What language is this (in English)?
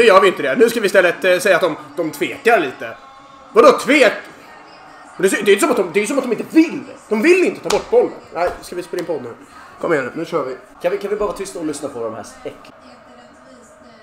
Swedish